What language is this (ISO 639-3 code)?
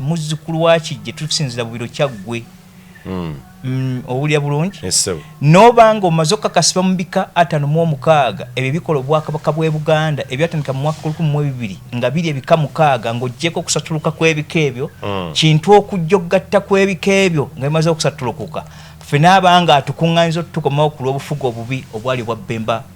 lug